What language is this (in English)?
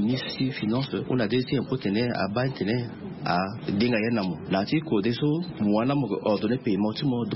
Sango